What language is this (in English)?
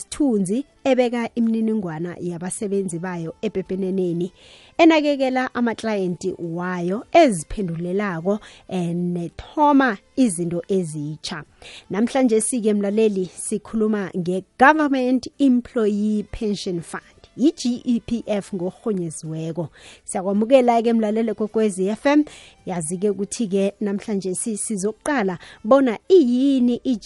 South Ndebele